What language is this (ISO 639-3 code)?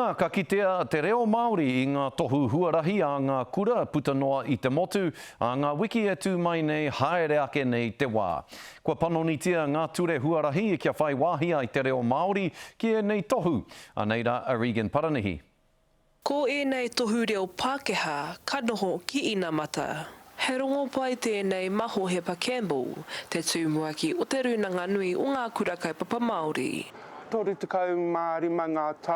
mri